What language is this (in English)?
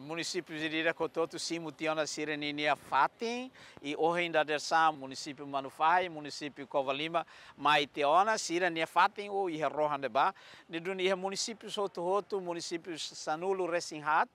Tetum